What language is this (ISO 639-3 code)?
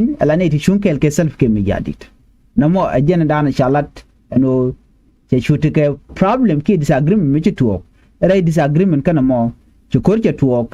nus